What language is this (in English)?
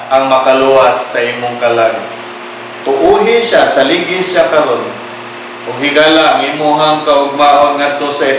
Cebuano